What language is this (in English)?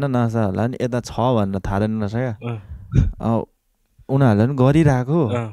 Nepali